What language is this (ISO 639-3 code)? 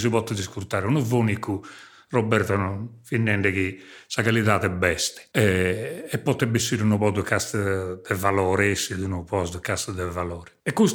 srd